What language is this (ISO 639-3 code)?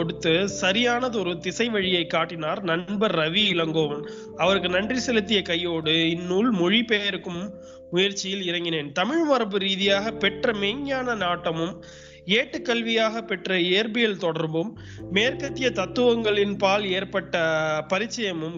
tam